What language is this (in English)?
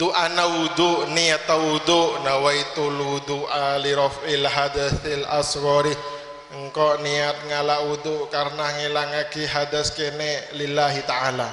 Madurese